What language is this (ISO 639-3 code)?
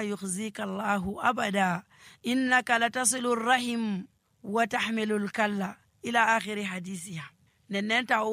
fuv